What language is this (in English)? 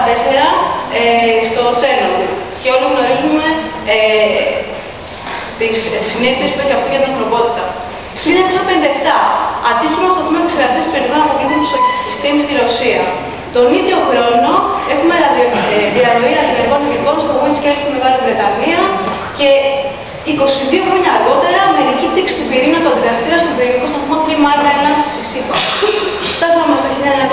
Greek